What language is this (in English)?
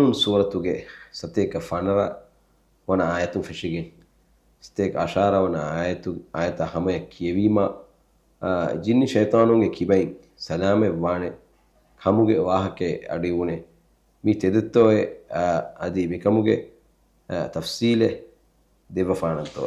Divehi